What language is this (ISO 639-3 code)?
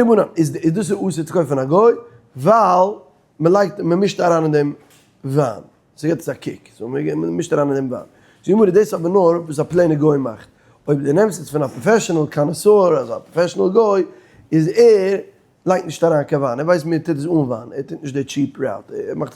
yid